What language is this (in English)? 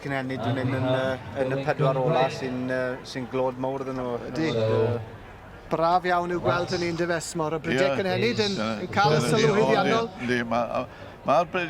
Welsh